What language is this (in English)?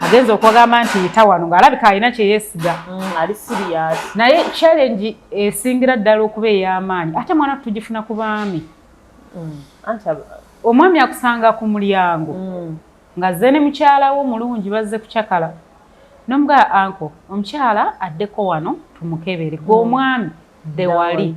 Ganda